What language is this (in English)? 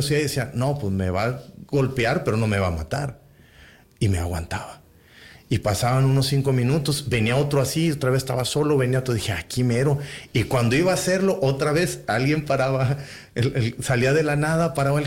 Spanish